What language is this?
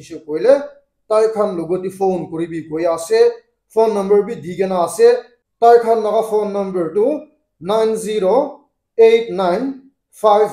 Naga Pidgin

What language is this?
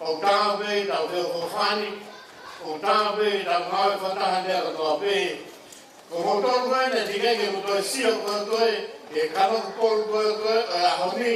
Tongan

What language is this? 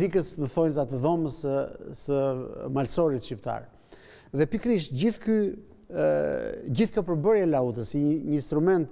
Albanian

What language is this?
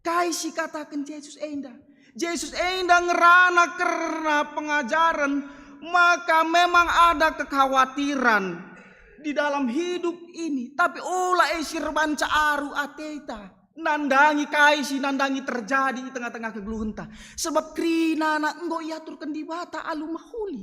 Batak Karo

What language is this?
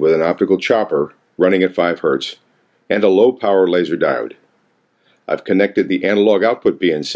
English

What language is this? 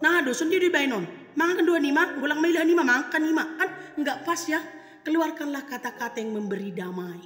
Batak Simalungun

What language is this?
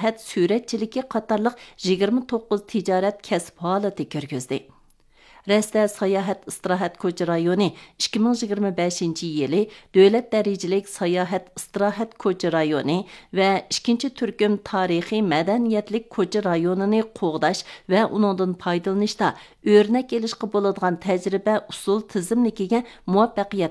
Uyghur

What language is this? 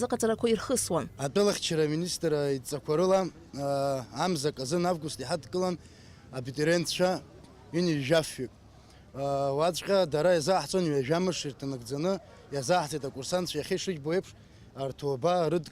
Abkhazian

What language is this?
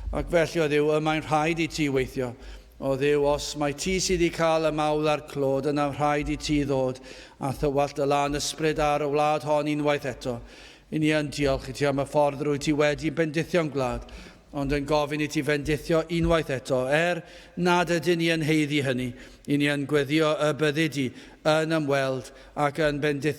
Welsh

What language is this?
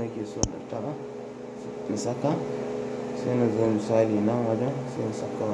Hausa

